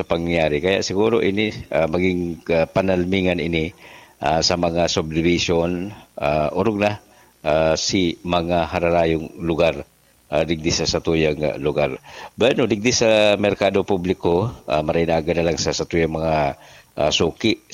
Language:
Bikol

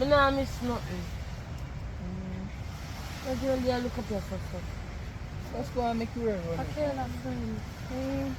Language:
Jamaican Creole English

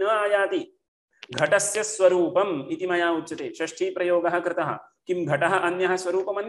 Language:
Sanskrit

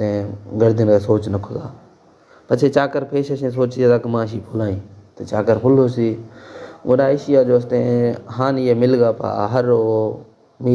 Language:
Baluchi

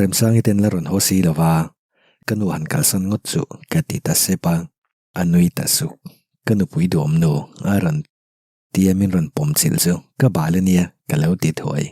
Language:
Mizo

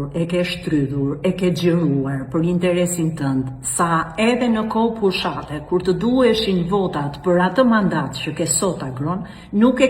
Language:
Albanian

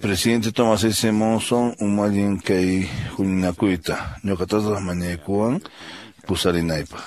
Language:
Quechua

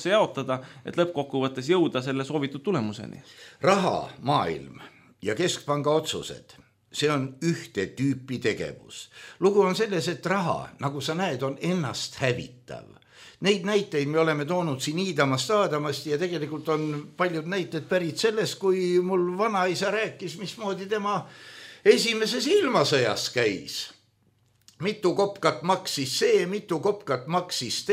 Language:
Estonian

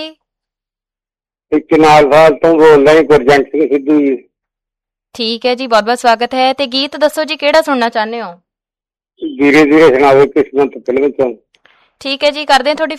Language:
Punjabi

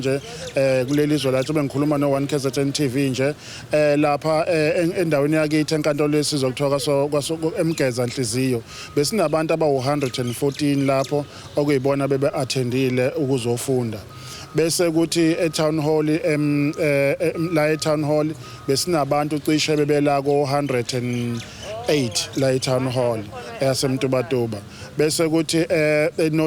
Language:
Zulu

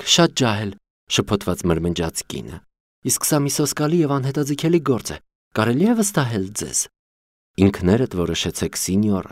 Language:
Armenian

